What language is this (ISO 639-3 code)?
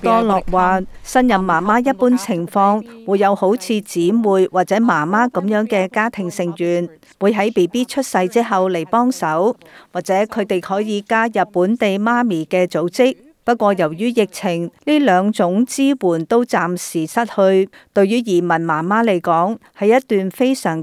yue